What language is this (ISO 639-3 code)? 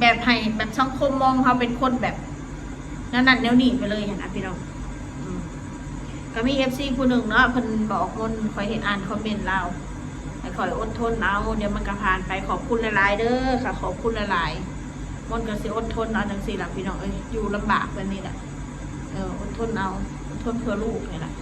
tts